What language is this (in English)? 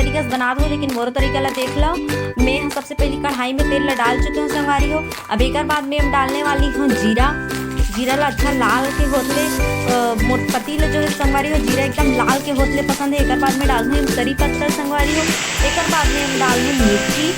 Chhattisgarhi